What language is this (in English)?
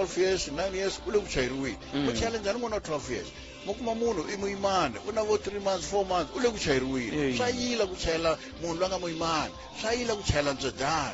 Tsonga